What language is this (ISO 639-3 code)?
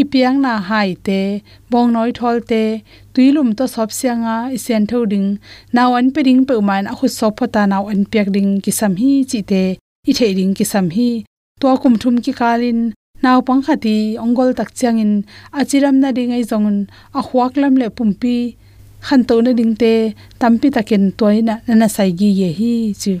ctd